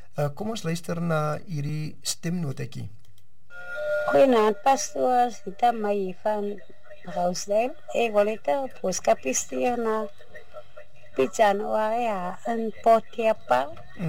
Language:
Afrikaans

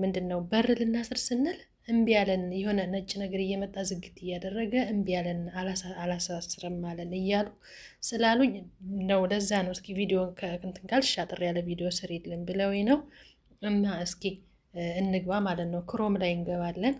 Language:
Amharic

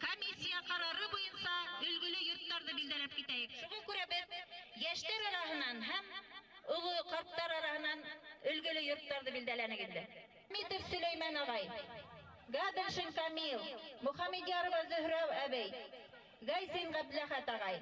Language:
Bashkir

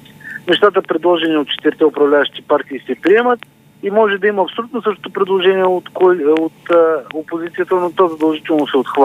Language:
Bulgarian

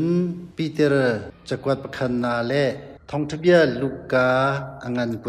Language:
Hakha Chin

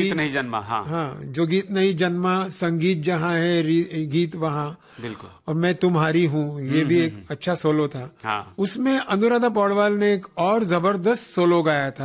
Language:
Hindi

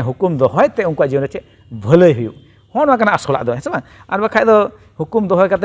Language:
Santali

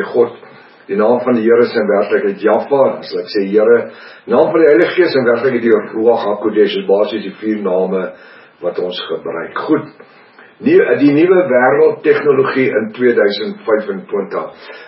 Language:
Afrikaans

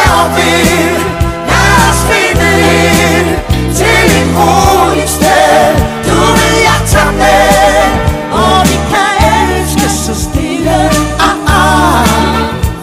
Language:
Danish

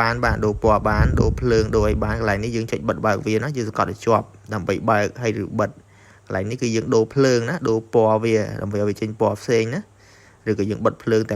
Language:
Khmer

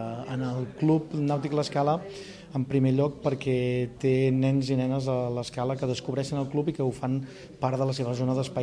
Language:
Catalan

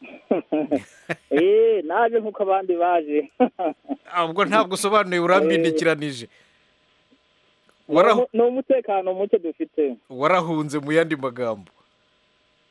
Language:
Kinyarwanda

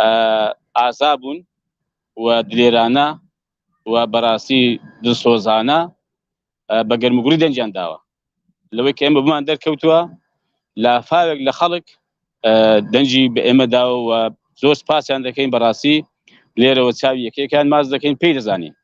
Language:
Central Kurdish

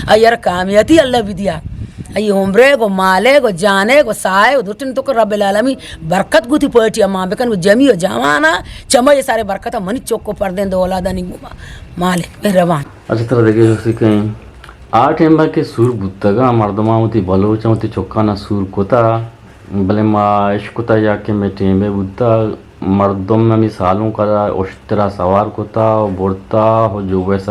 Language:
Eastern Balochi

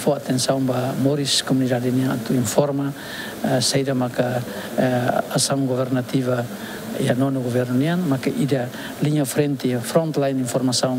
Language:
Tetum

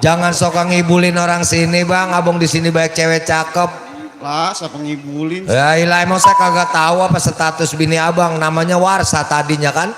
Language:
Betawi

